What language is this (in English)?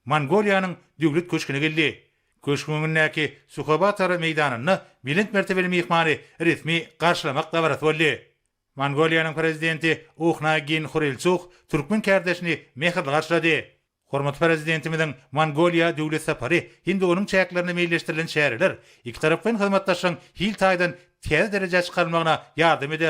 Turkmen